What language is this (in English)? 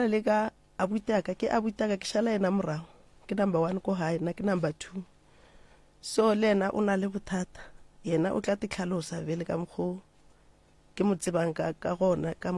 Northern Sotho